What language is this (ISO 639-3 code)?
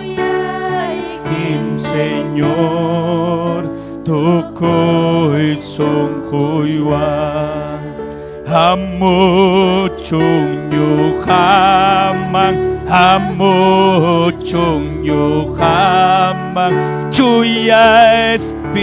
quy